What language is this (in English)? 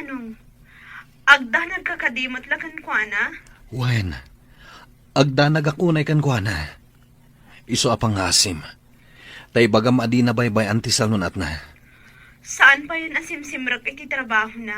Iloko